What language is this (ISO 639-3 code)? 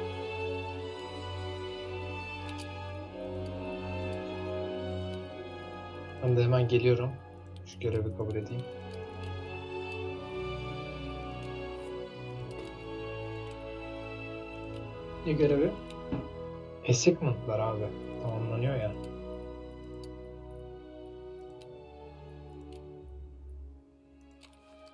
tur